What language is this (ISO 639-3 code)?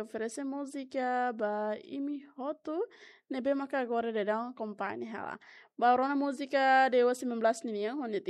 tet